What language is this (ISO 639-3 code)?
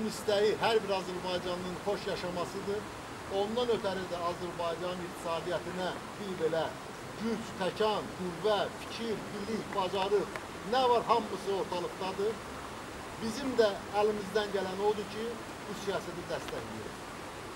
aze